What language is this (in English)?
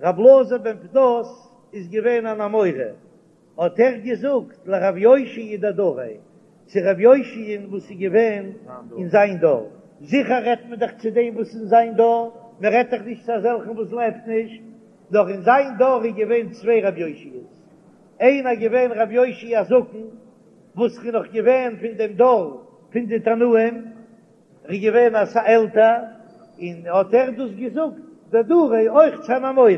Yiddish